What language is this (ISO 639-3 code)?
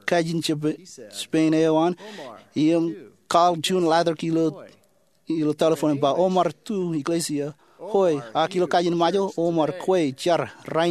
mah